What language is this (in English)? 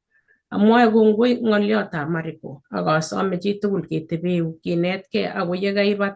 Kalenjin